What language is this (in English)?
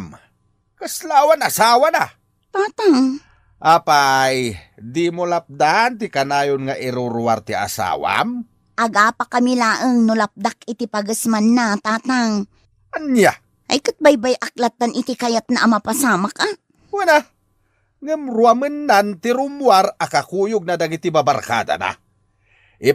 Iloko